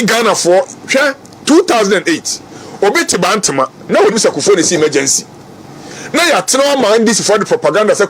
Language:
Akan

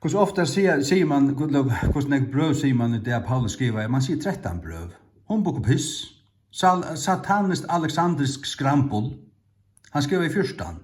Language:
Faroese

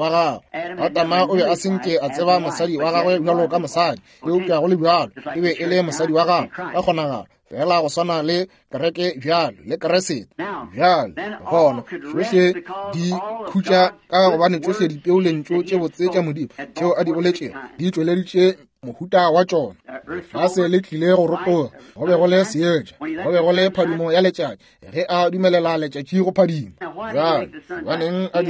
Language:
Northern Sotho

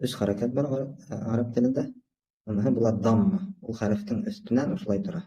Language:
Bashkir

